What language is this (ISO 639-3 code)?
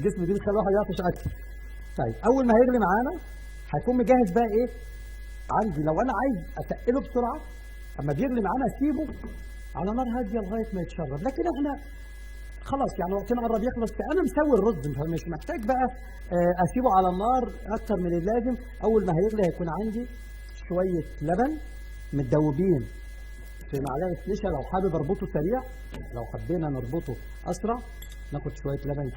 arz